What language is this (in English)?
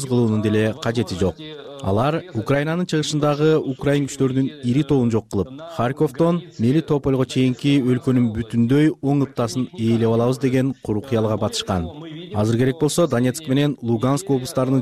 Kyrgyz